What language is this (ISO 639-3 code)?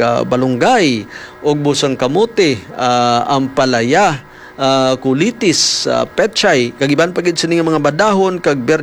hil